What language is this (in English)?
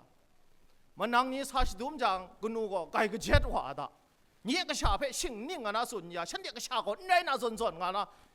Kachin